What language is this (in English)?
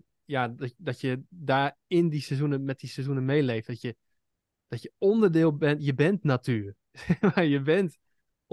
Dutch